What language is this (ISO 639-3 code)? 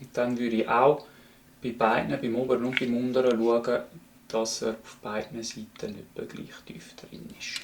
gsw